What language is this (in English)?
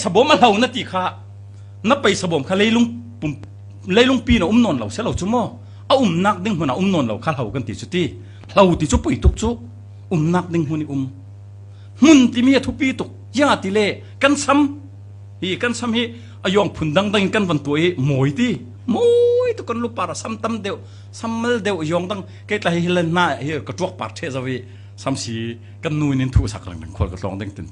Falam Chin